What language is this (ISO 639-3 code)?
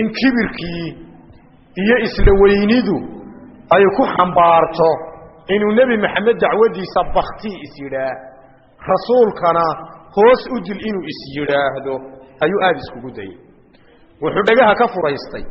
som